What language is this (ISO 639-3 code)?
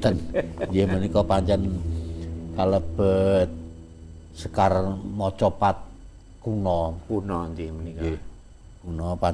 jav